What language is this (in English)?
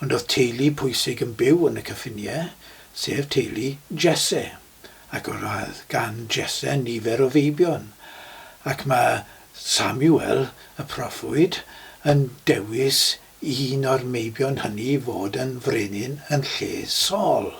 Welsh